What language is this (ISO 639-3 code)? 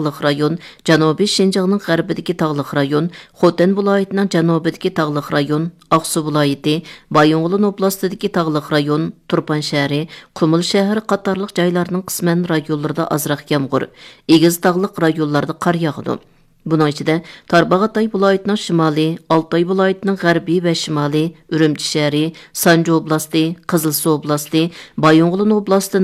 uig